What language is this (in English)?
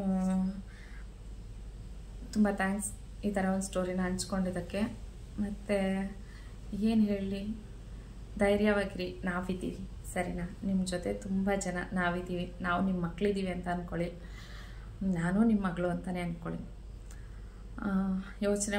Kannada